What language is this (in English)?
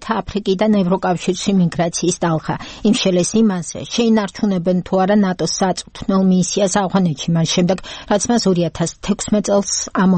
Georgian